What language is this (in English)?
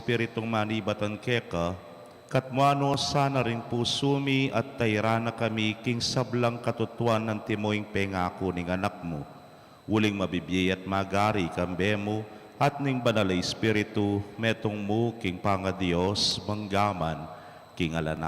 Pampanga